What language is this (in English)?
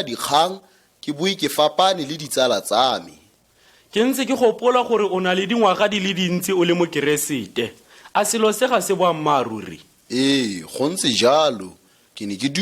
Tswana